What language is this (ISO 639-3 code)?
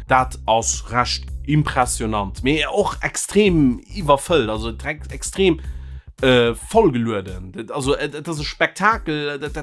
ltz